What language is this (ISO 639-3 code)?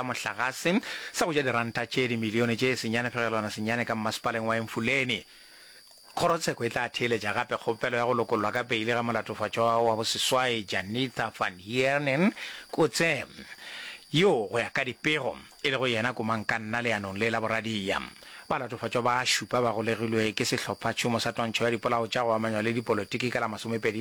nso